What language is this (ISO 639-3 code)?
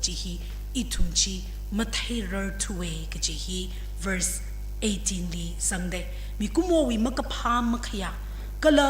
nmf